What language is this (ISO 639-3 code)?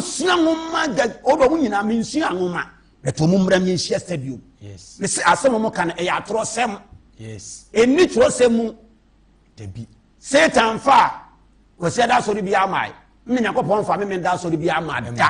aka